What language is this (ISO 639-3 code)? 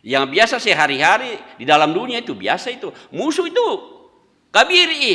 sda